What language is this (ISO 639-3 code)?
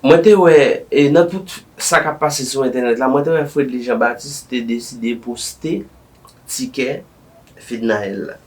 hat